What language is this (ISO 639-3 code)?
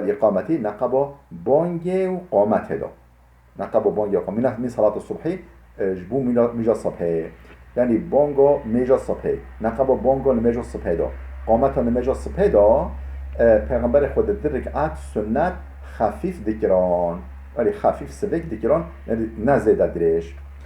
kur